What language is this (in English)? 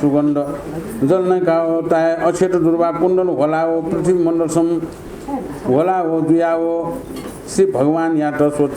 Newari